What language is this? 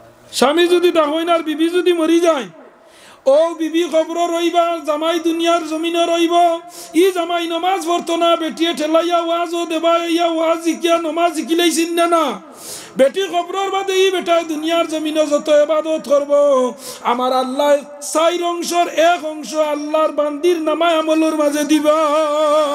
Sylheti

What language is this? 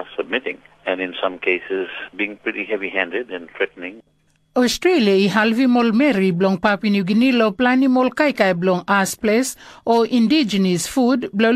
Tok Pisin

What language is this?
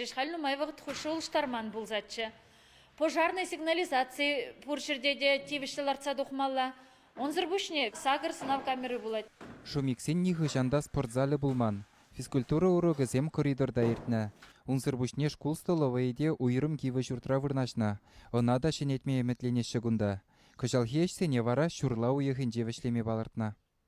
Chuvash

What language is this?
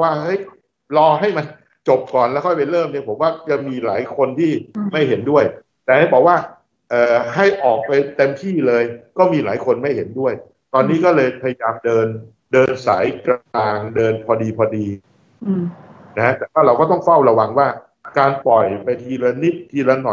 Thai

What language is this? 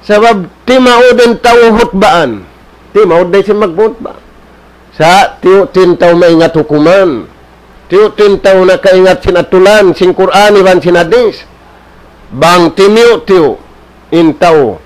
Tausug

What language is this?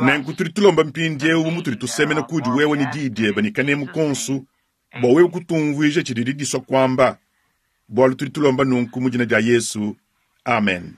Luba-Lulua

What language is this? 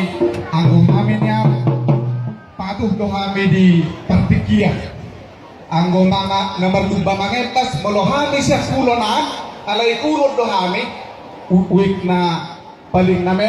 Batak Toba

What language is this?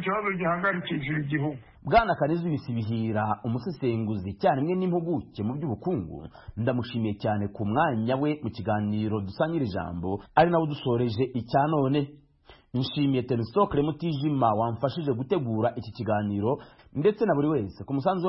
Kinyarwanda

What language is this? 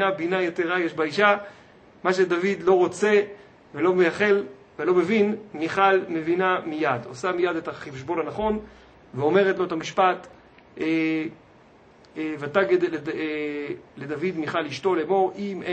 Hebrew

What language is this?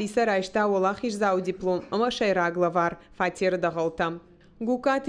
Ossetic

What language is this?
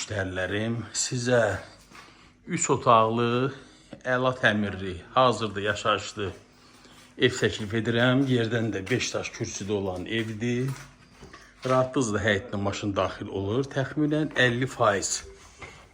Azerbaijani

